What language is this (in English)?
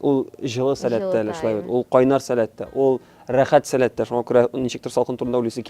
Tatar